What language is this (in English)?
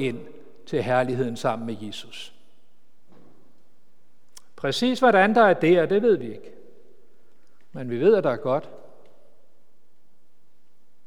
Danish